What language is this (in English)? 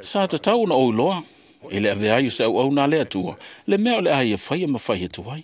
Samoan